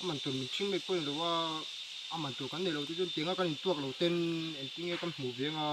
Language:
Mizo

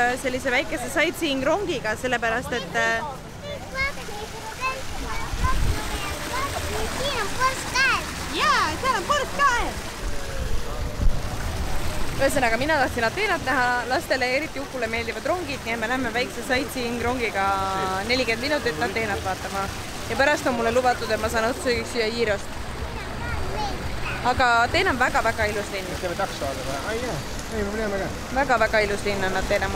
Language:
Estonian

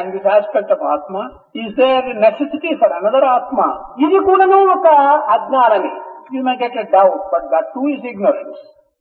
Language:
Telugu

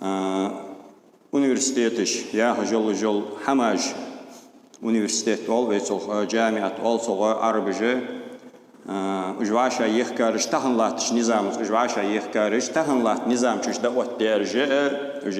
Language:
Ingush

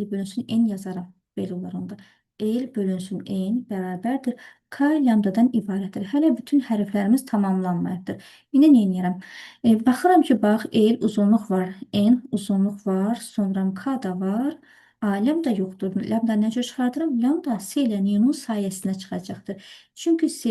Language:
Azerbaijani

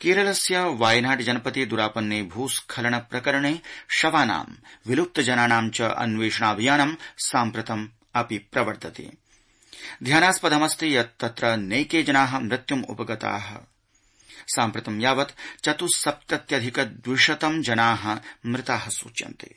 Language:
Sanskrit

